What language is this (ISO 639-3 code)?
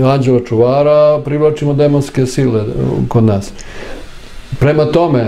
srp